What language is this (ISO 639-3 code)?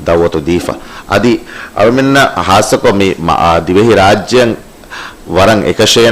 div